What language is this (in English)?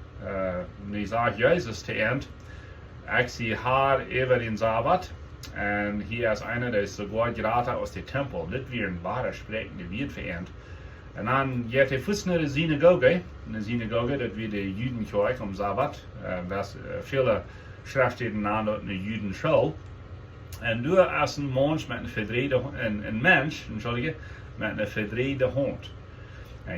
Plautdietsch